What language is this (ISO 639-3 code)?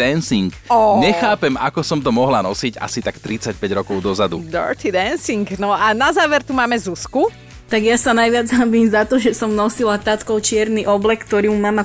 slk